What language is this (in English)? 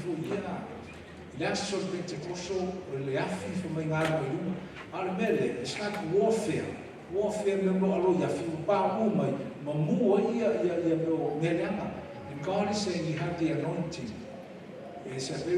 Samoan